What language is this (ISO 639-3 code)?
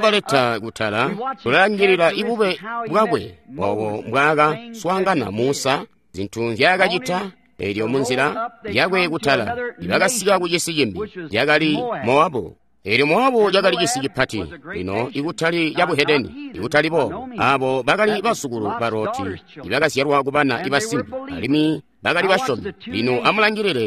toi